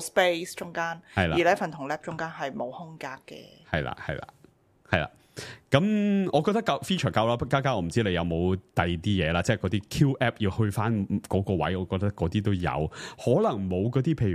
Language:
Cantonese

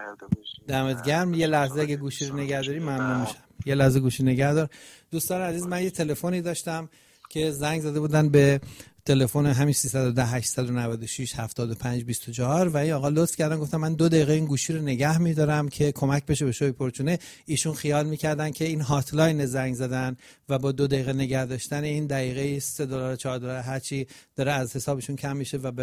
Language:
Persian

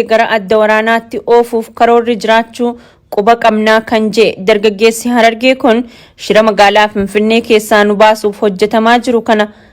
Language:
Oromo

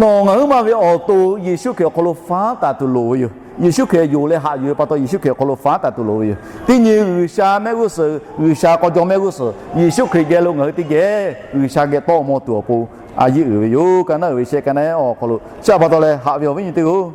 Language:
Lahu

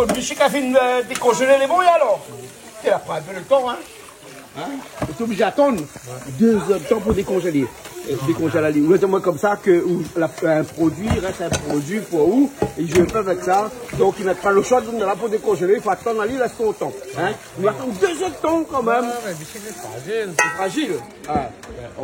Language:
Réunion Creole French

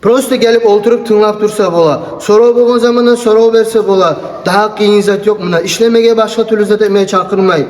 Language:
Kumyk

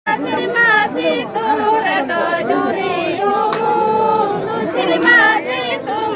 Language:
Santali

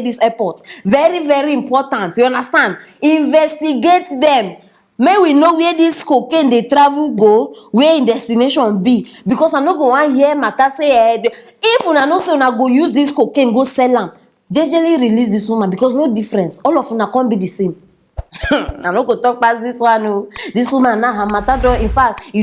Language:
Nigerian Pidgin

